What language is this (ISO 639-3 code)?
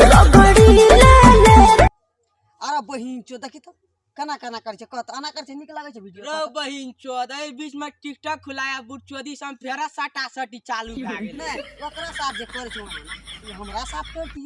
mai